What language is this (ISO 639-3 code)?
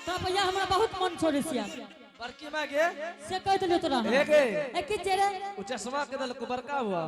anp